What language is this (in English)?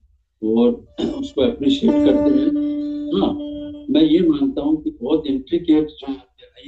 Hindi